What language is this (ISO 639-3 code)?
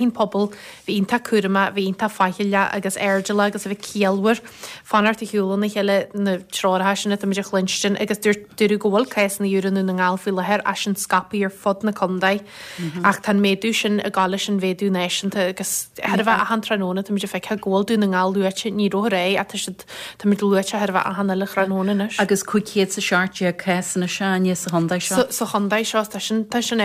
gle